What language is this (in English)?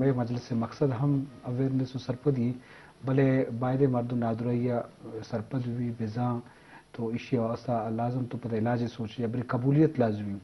Eastern Balochi